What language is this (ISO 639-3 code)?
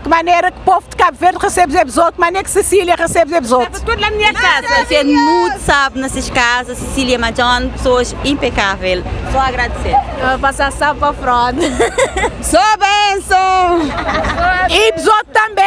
kea